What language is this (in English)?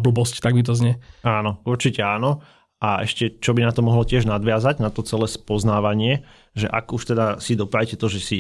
Slovak